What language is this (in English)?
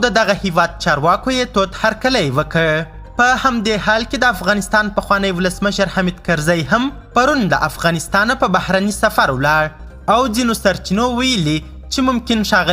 Pashto